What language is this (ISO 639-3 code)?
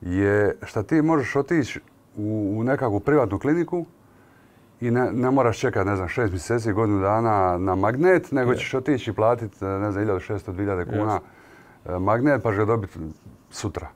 hrv